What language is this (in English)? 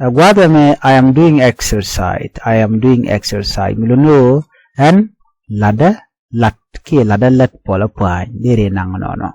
Nuer